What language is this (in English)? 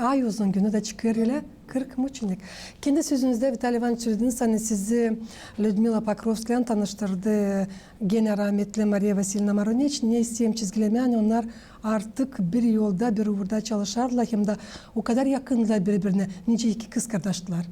Gagauz